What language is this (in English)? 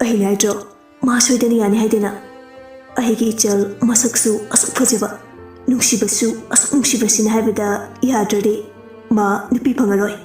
Manipuri